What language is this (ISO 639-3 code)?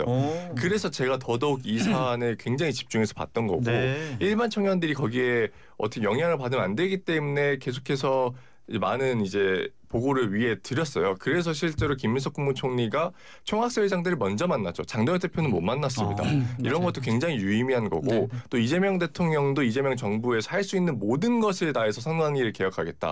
kor